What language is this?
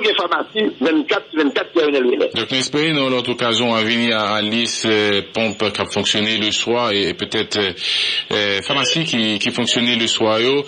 French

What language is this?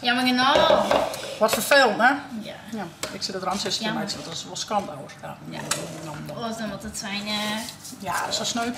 Western Frisian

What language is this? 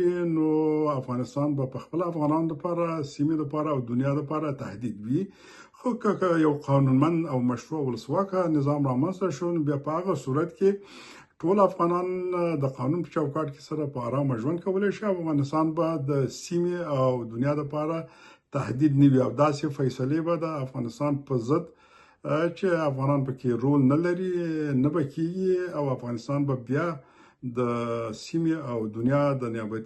Pashto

